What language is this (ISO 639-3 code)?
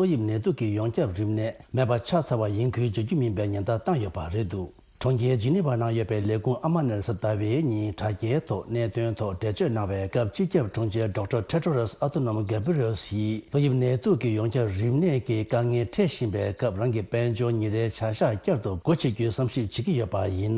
bod